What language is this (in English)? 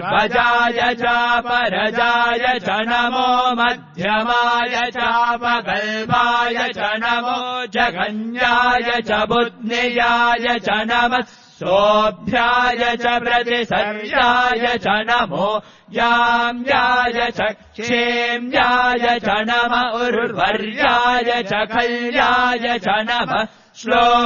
Sanskrit